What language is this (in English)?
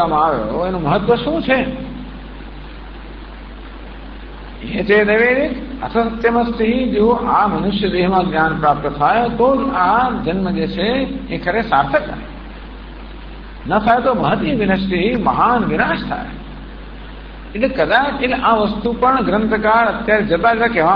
Gujarati